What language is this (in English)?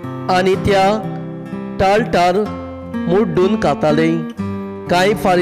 Konkani